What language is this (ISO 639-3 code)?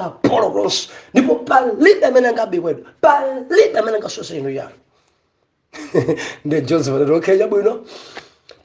nya